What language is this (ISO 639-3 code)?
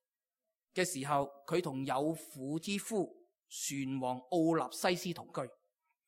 yue